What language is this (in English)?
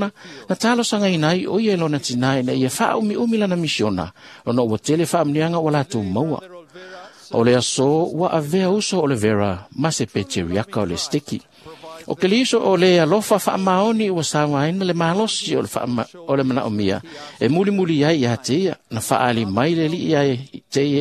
Samoan